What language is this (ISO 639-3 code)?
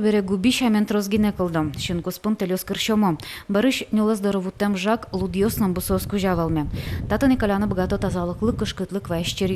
udm